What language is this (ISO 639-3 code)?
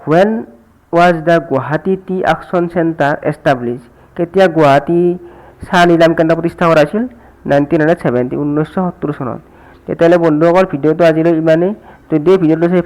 asm